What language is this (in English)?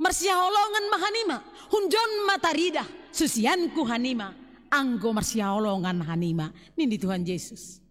Batak Simalungun